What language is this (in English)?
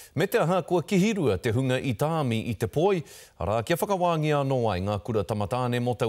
Māori